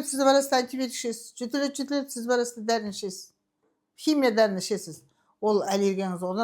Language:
Kazakh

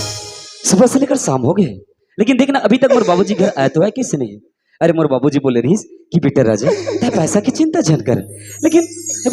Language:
Chhattisgarhi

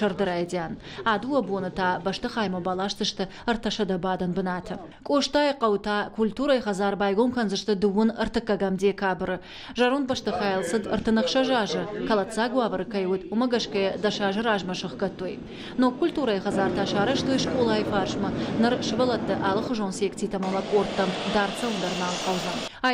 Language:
Ossetic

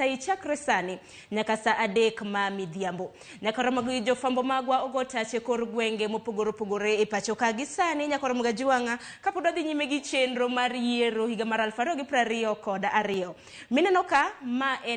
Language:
Luo (Kenya and Tanzania)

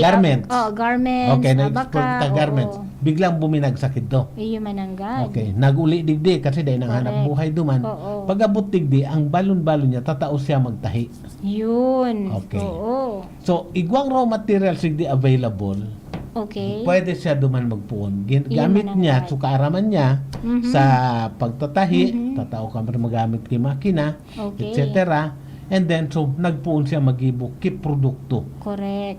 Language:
Bikol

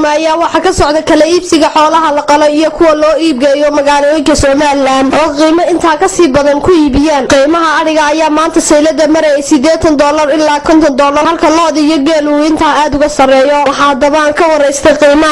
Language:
Somali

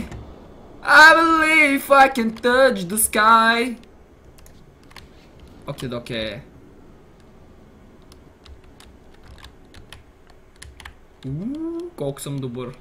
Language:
Bulgarian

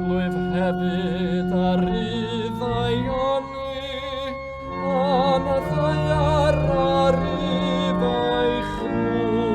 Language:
Welsh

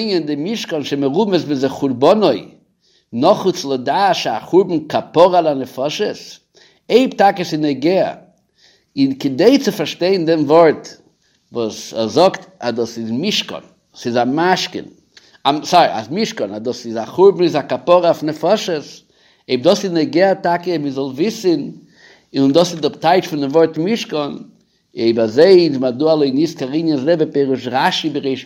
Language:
Yiddish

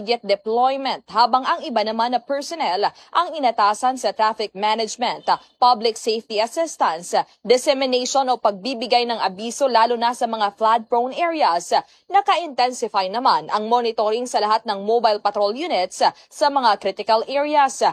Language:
Filipino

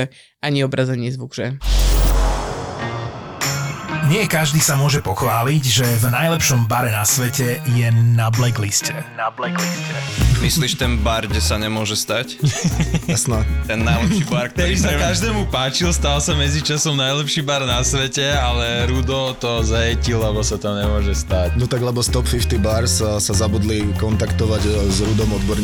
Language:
Slovak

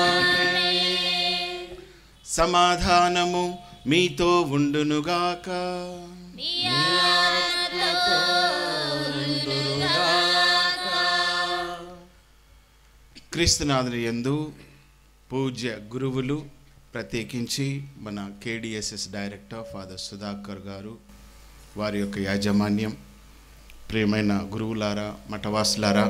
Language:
Telugu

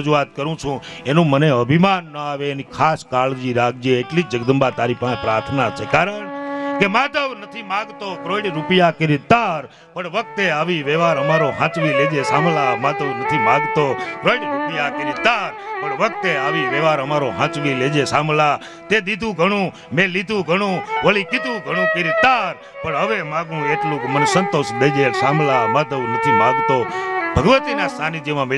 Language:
Gujarati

